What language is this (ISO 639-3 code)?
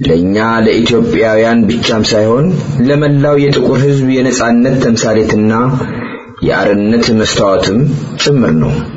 amh